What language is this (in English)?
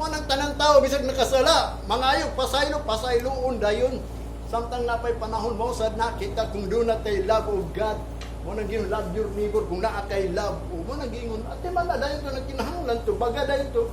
Cebuano